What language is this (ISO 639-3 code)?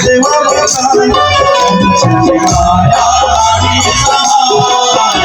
hne